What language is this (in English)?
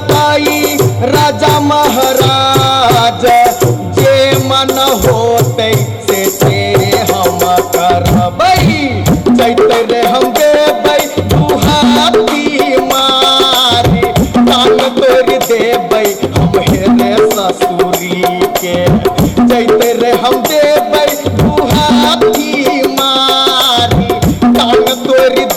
Maithili